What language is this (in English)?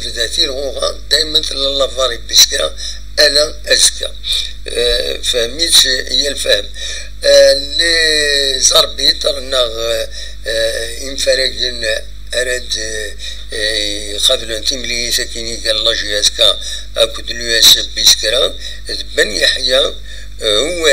Kabyle